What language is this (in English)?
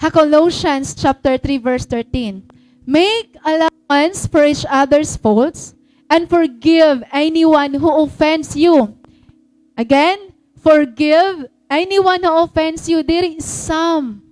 Waray